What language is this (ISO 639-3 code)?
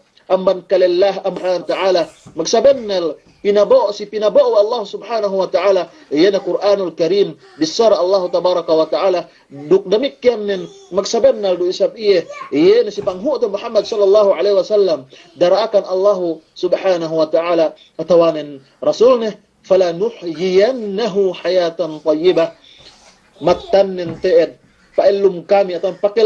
yka